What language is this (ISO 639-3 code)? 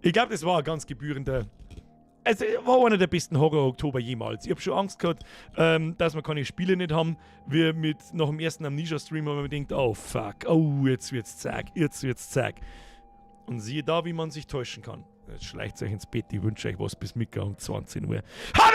bar